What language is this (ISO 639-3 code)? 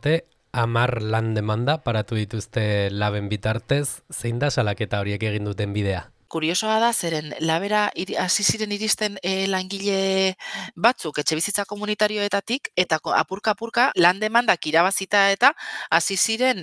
eus